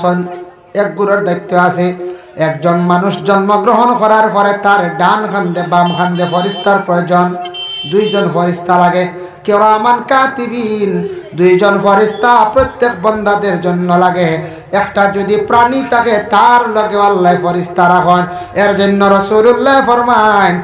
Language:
Sylheti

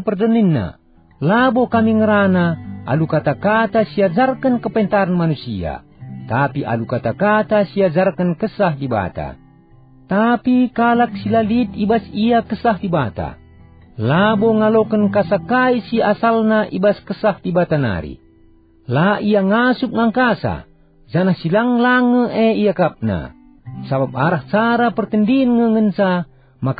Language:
Batak Karo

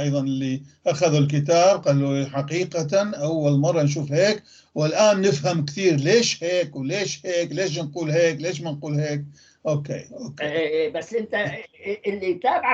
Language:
North Levantine Arabic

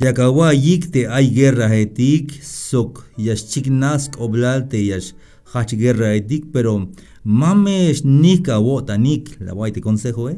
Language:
Tzeltal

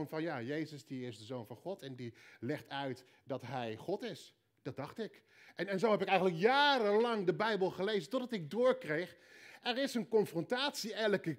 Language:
Dutch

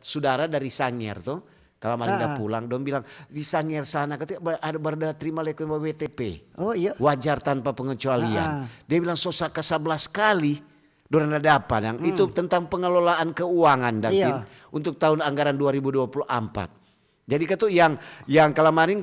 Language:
Manado Malay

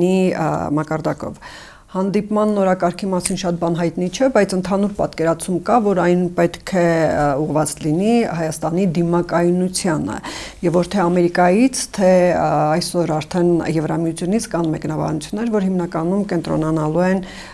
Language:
Armenian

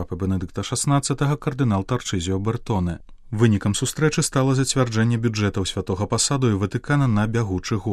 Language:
Belarusian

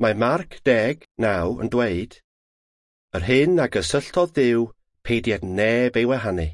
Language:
Welsh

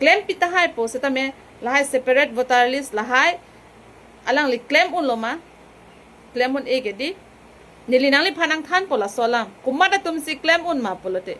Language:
Karbi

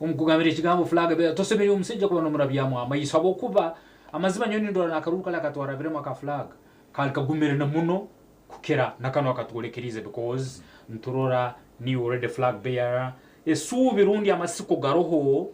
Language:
Nyankole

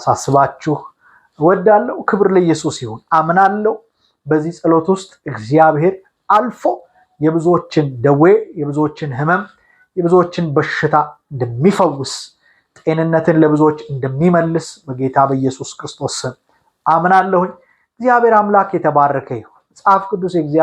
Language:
Amharic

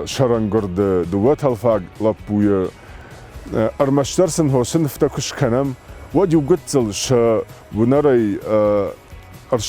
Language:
Ossetic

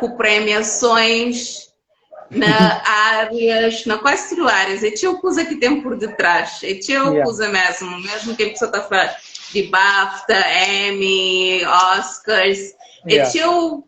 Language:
Kabuverdianu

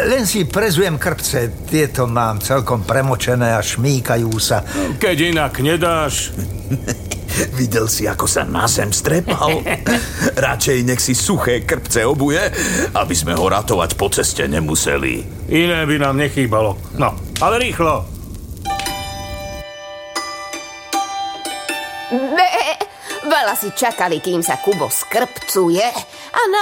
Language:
Slovak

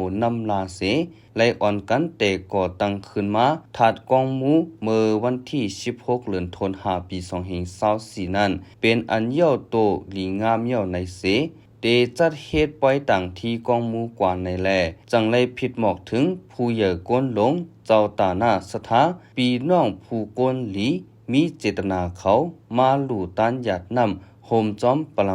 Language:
Shan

